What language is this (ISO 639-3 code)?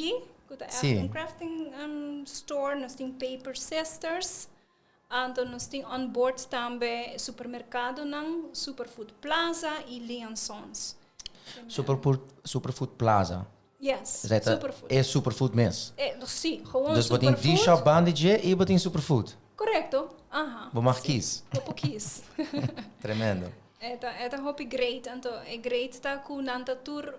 pap